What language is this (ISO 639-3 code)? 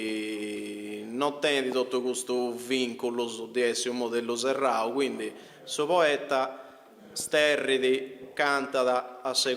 srd